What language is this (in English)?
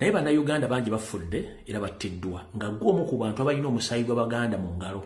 Ganda